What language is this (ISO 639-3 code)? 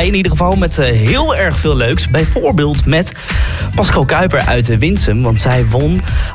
nld